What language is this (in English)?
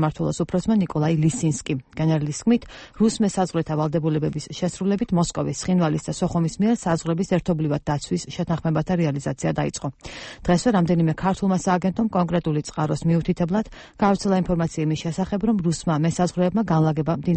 Georgian